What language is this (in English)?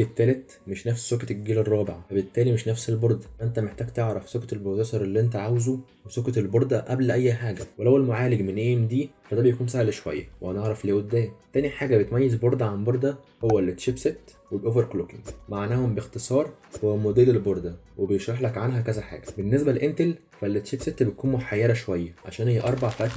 Egyptian Arabic